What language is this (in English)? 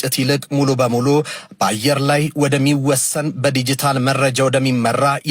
Amharic